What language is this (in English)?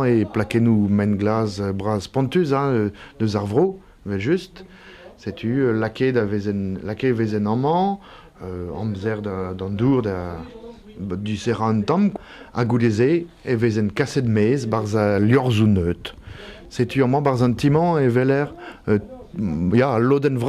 Breton